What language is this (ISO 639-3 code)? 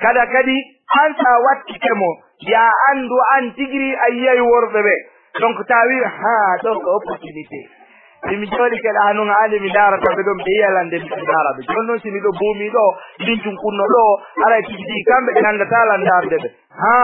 ful